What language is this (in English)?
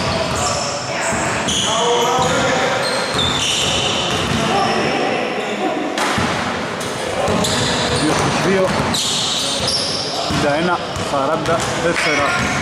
Greek